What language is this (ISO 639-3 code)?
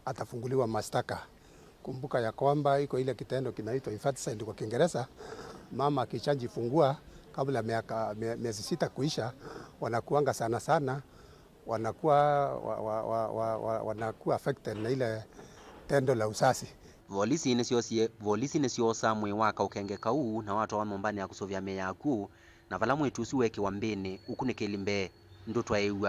kam